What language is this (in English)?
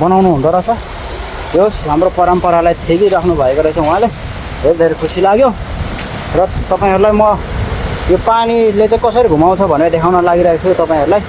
Nepali